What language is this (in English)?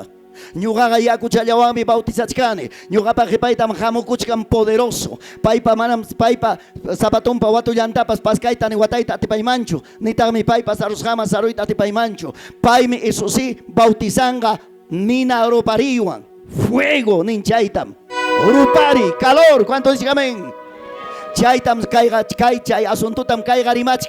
Ayacucho Quechua